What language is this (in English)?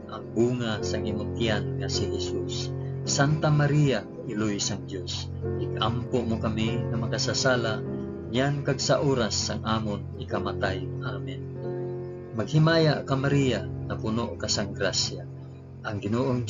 Hiligaynon